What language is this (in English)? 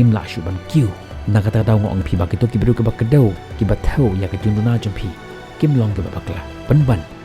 Khasi